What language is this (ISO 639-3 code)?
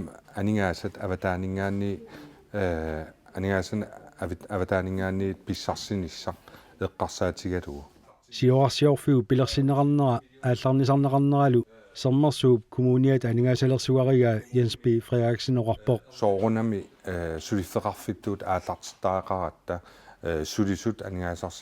kal